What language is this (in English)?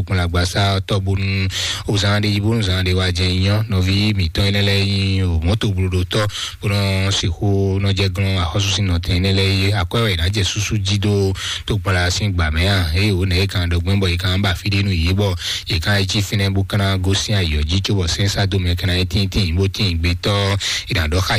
Fon